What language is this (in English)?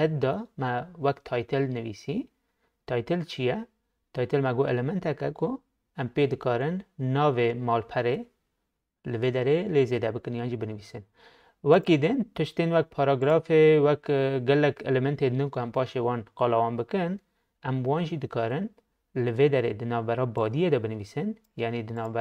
Kurdish